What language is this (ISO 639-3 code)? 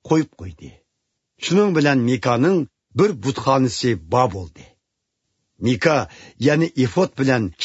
uig